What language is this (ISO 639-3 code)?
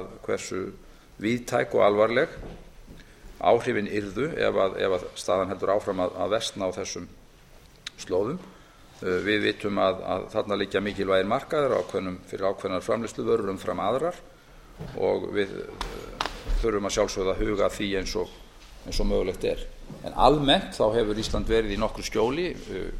isl